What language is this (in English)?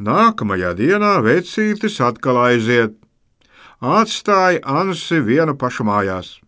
Latvian